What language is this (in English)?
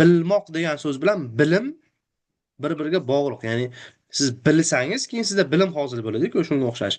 Uzbek